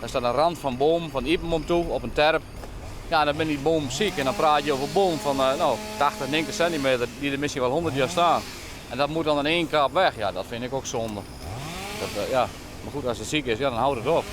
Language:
Western Frisian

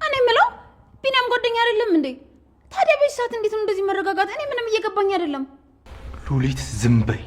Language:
Amharic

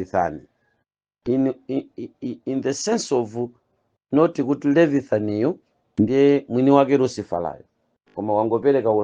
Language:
Nyanja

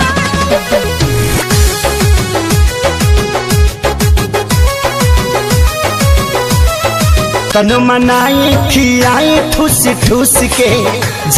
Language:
Bhojpuri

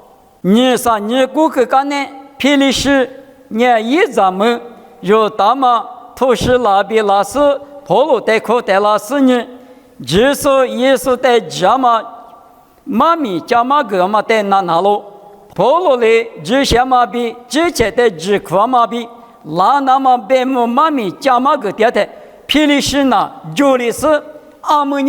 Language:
Lisu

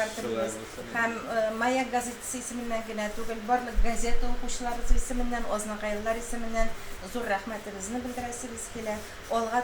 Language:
Tatar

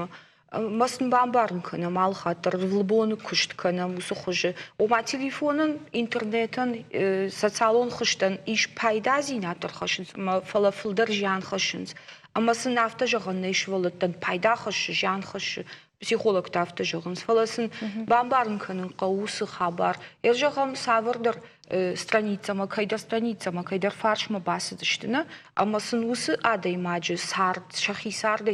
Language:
Ossetic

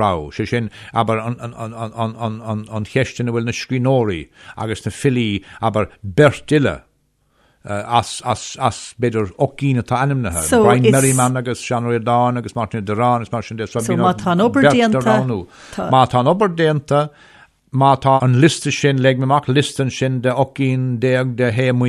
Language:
Irish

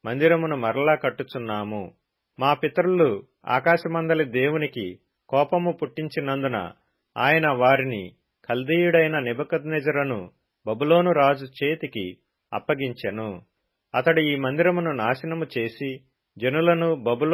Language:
Telugu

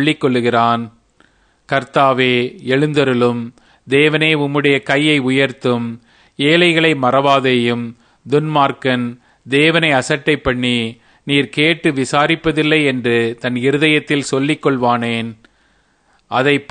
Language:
Tamil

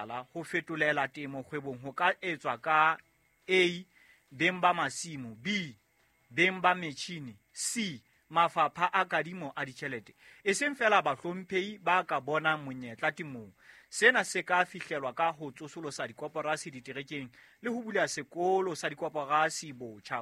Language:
Southern Sotho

